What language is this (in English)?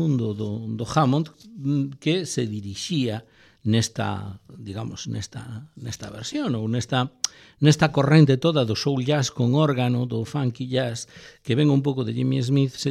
Galician